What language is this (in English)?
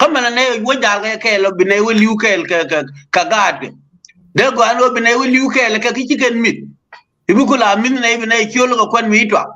Nuer